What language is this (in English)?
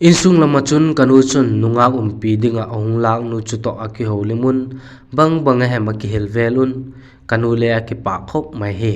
Vaiphei